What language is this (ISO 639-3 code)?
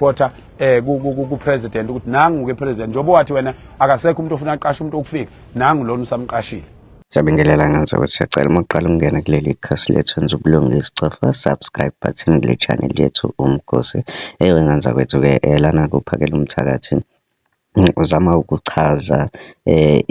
zul